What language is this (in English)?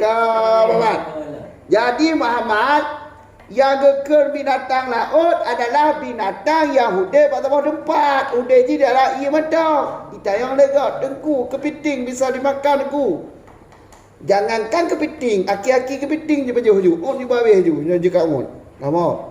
Achinese